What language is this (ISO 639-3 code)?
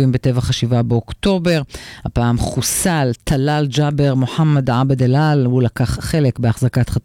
heb